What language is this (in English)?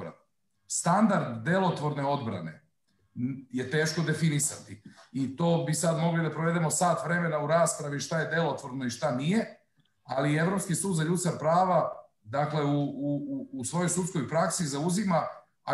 Serbian